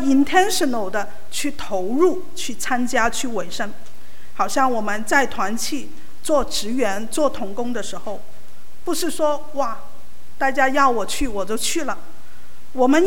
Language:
Chinese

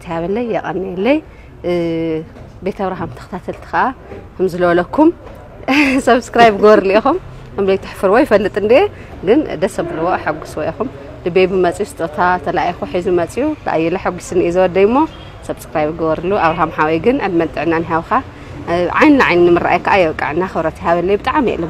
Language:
Tigrinya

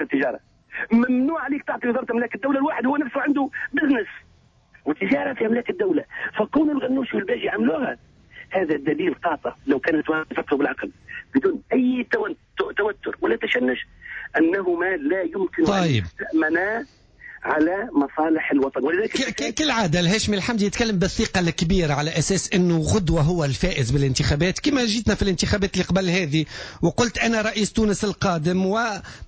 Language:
Tunisian Arabic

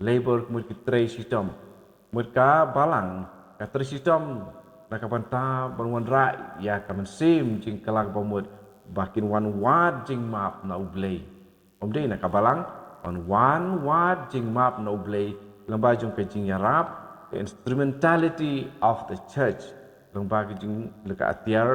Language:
Khasi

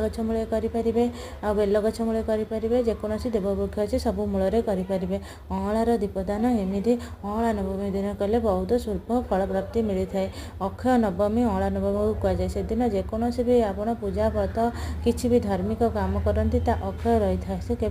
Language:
Odia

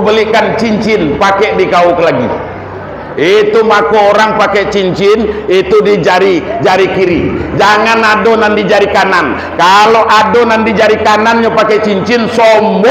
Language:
Minangkabau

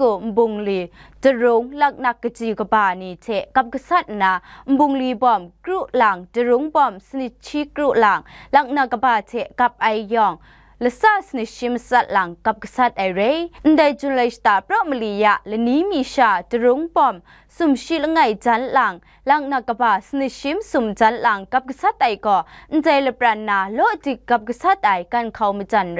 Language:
Kachin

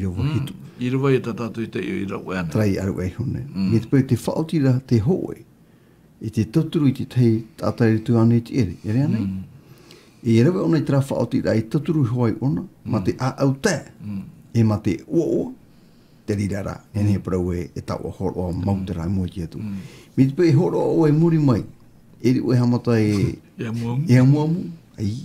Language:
Tahitian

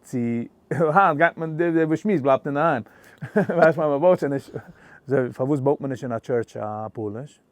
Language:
Yiddish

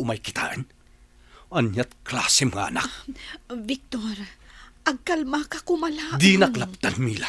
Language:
Iloko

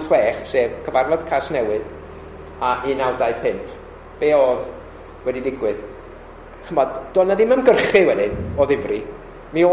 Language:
Welsh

